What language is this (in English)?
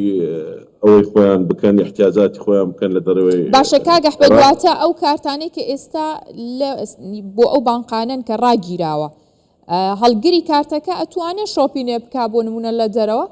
Central Kurdish